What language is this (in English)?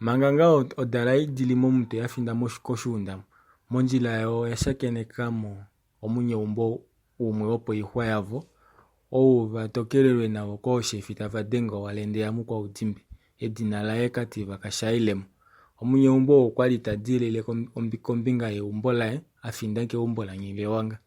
Kuanyama